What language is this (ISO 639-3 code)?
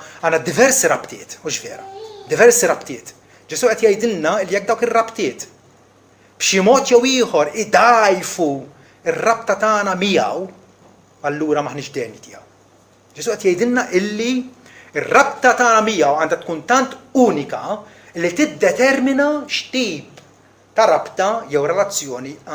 mlt